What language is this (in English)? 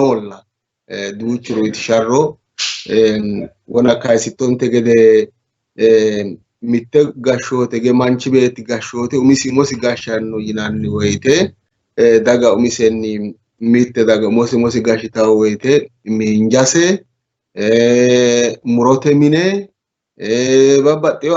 Sidamo